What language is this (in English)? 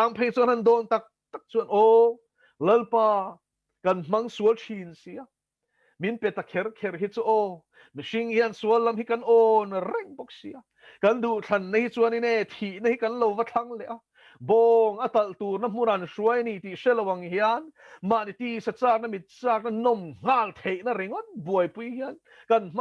Mizo